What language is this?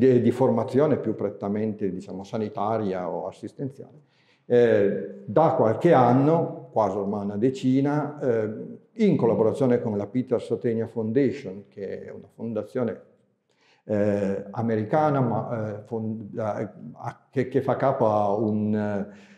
Italian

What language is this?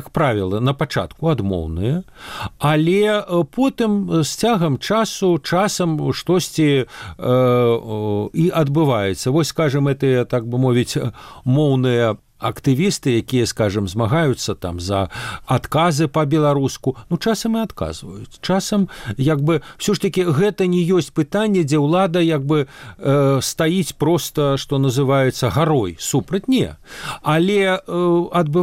Belarusian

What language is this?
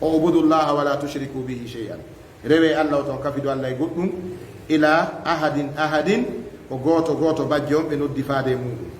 Fula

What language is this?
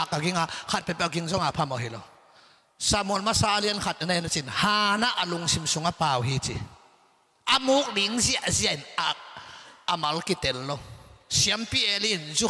Tedim Chin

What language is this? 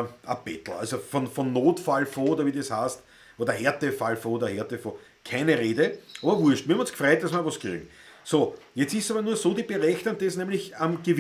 Bavarian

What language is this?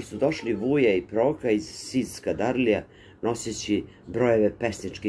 Serbian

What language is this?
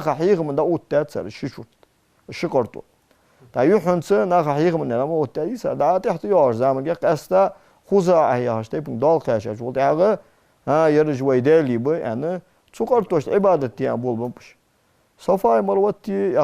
Ingush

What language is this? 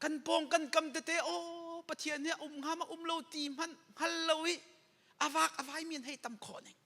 Hakha Chin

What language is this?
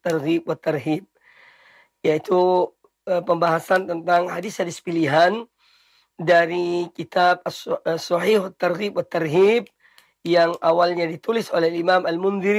Indonesian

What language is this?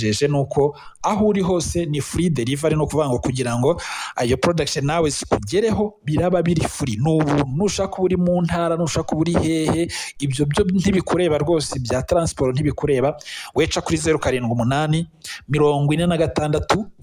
Kinyarwanda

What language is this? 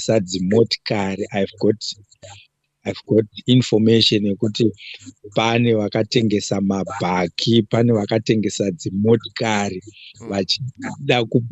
Shona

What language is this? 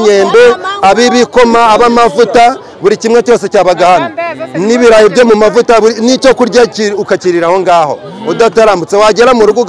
Kinyarwanda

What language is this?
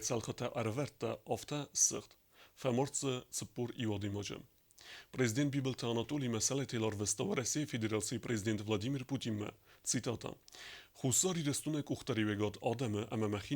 Ossetic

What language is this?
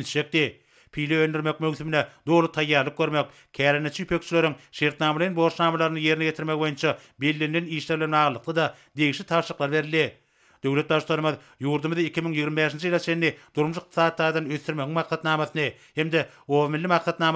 Turkmen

